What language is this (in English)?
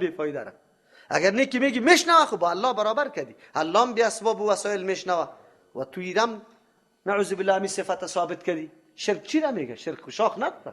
Persian